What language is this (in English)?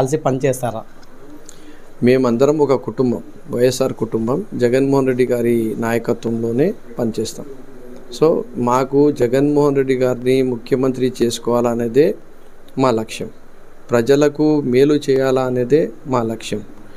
Telugu